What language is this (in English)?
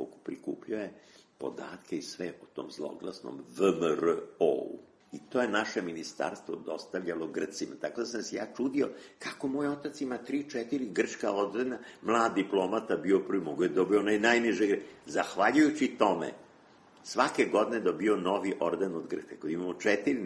Serbian